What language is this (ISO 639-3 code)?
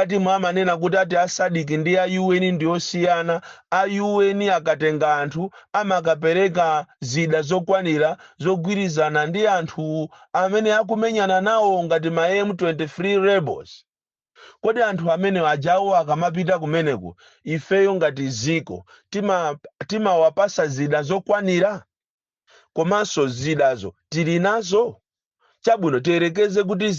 nya